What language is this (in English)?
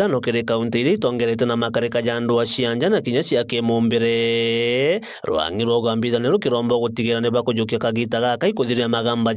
Meru